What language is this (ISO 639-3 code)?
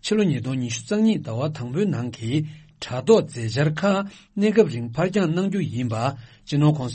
bod